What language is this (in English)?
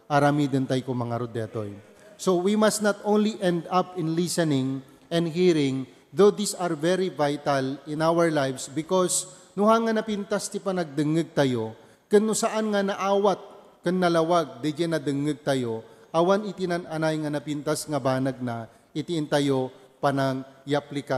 Iloko